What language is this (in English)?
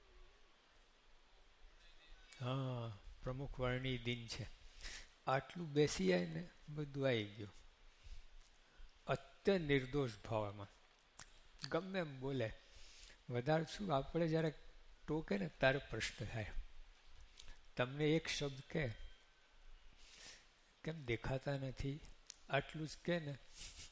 Gujarati